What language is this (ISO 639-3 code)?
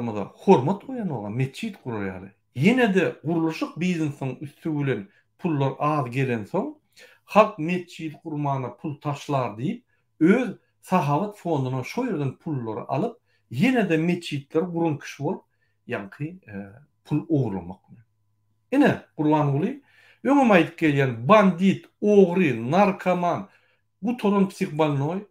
tuk